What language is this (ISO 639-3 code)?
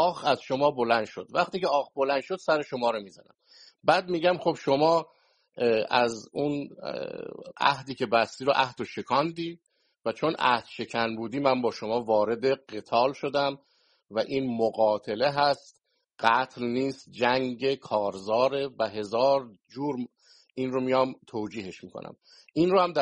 fas